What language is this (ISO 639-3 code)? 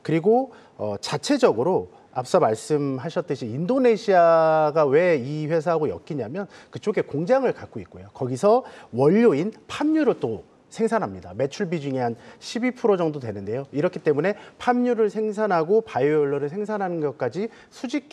kor